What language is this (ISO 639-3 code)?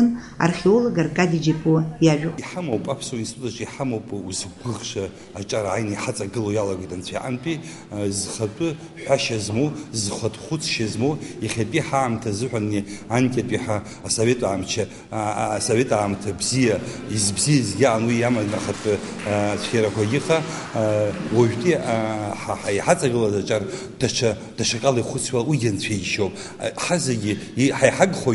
abk